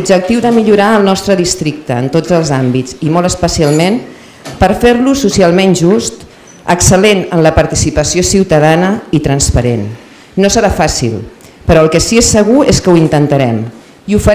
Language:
Catalan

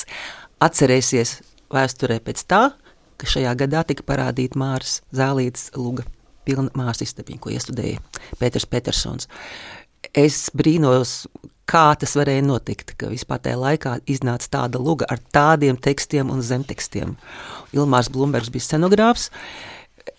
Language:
Latvian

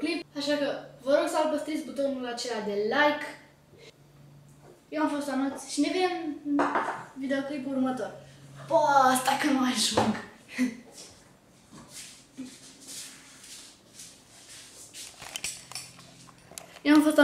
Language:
Romanian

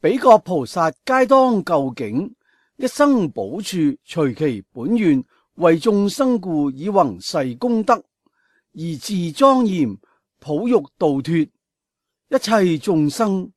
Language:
Cantonese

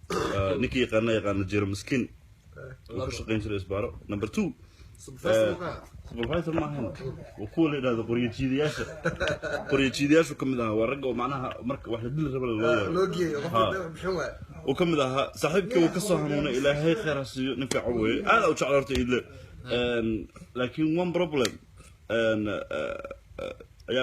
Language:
Somali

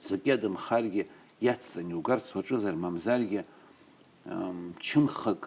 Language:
Abkhazian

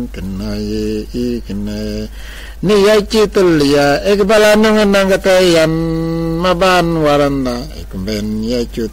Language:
Mabaan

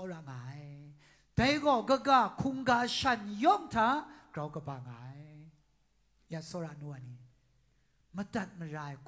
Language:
Kachin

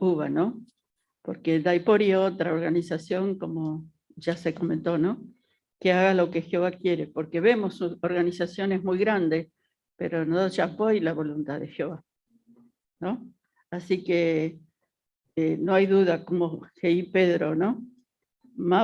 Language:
Guarani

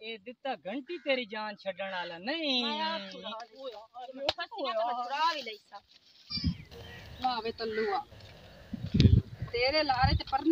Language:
Punjabi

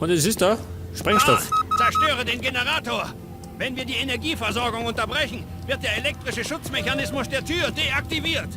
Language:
Bavarian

